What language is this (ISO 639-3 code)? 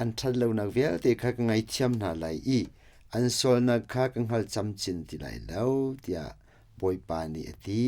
cnh